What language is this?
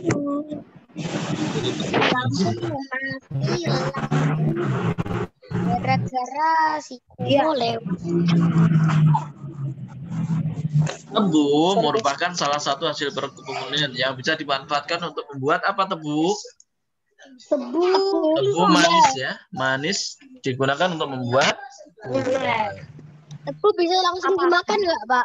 Indonesian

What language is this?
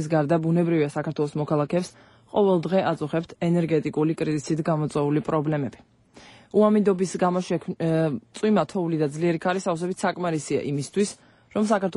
Georgian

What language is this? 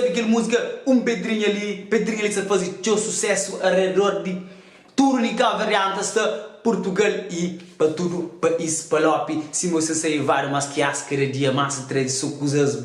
Kabuverdianu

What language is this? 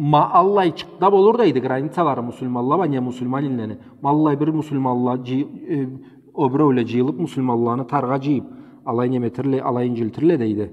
Karachay-Balkar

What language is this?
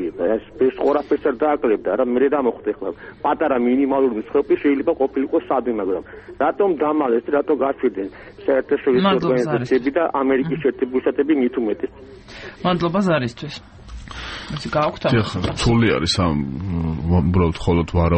Georgian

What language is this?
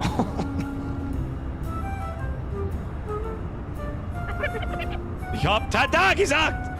Bavarian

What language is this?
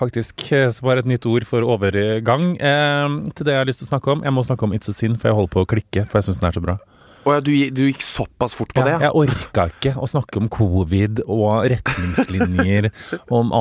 Norwegian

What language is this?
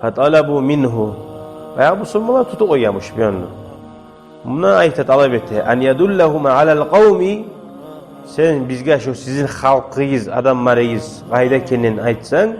Kumyk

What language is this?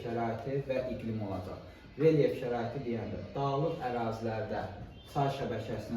Azerbaijani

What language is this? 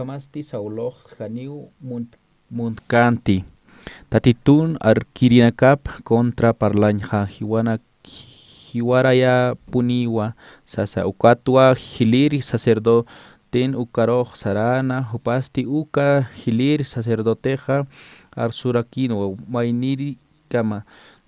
Aymara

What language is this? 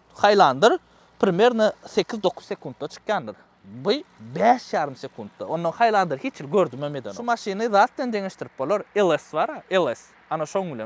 Turkmen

